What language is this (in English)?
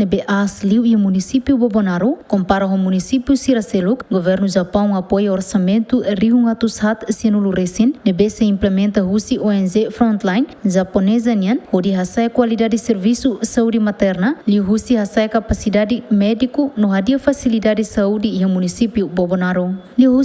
Tetum